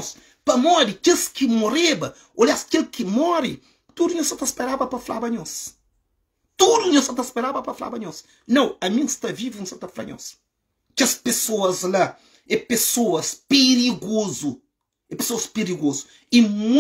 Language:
Kabuverdianu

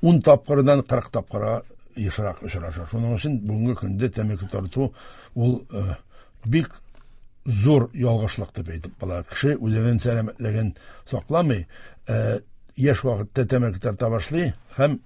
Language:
Tatar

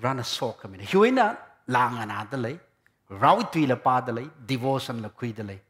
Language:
Tangkhul Naga (India)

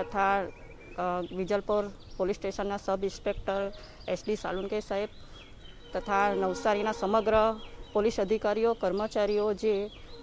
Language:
Gujarati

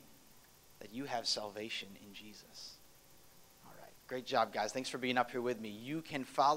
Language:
English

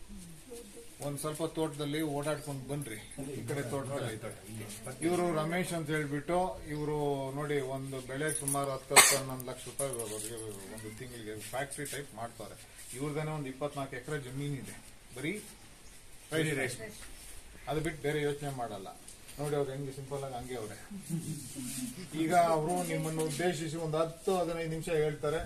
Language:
Kannada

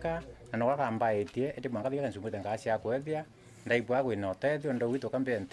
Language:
Meru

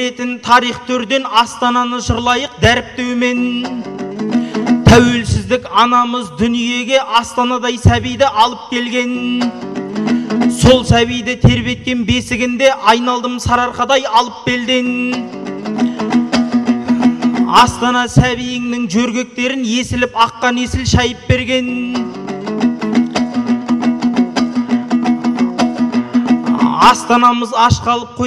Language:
Kazakh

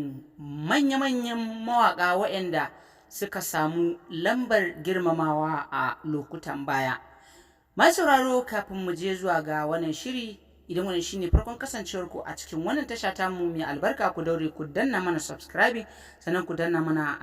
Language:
Hausa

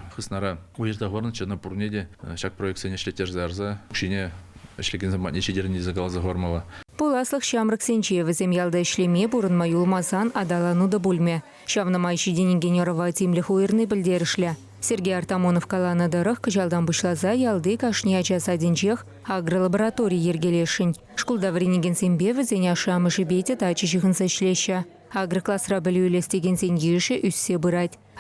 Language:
Chuvash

